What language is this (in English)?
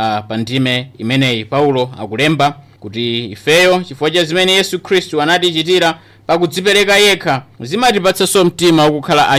Nyanja